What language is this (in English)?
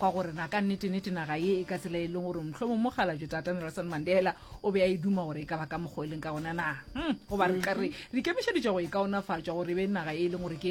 Northern Sotho